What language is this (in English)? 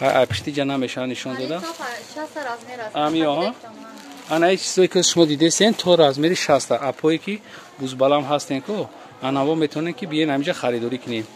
Tajik